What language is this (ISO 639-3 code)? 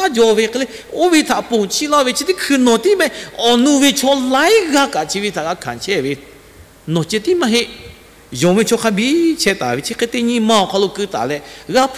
lhu